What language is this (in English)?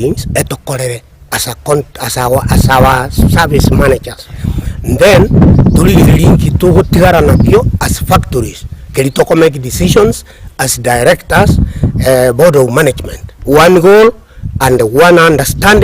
Gusii